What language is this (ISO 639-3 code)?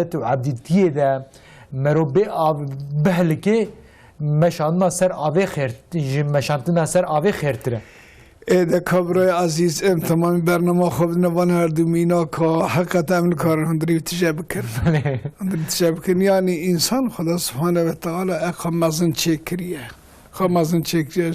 kur